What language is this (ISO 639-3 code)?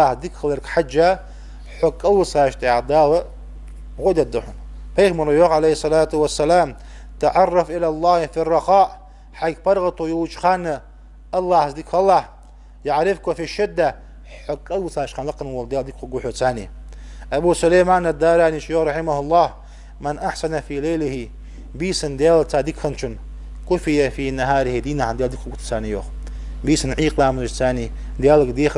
inh